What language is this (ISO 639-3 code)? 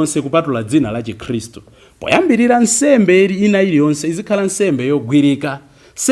nya